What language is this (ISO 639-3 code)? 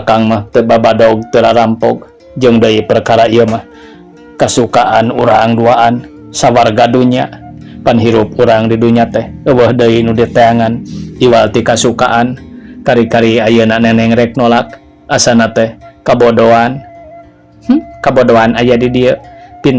sun